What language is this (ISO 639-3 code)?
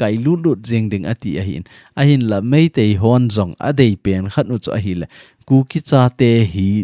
tcz